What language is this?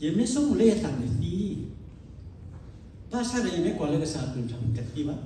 S'gaw Karen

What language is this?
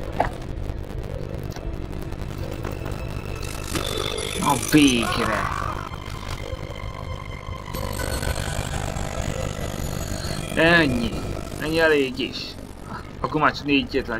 Hungarian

